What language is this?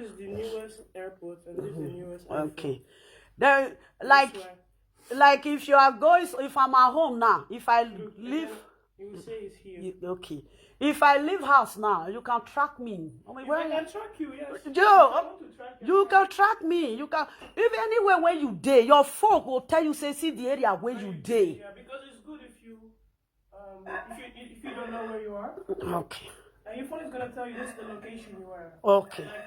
Nigerian Pidgin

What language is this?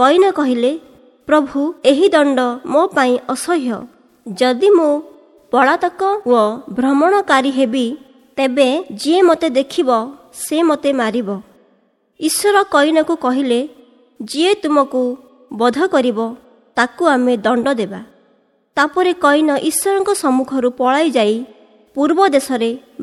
Odia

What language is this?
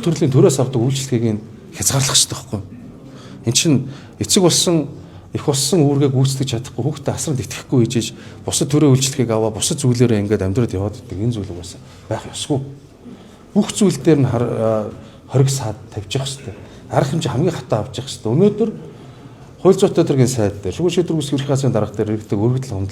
Mongolian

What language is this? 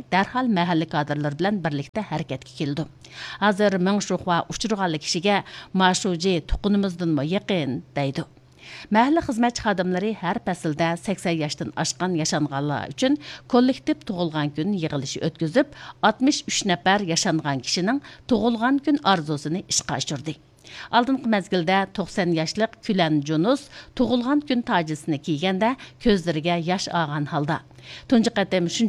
Uyghur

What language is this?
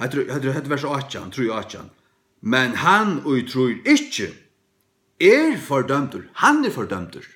Faroese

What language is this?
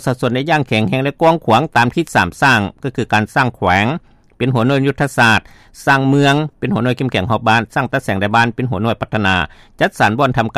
Lao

